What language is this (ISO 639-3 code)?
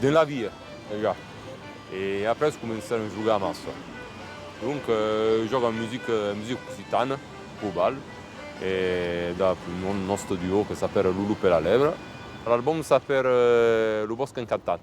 oci